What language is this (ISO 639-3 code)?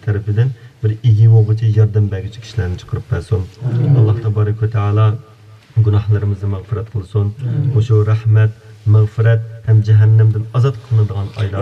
uig